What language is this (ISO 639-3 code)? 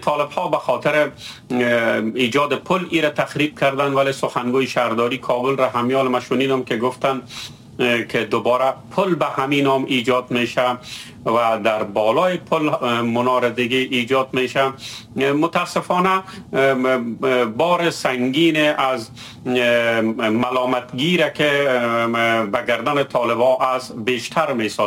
fas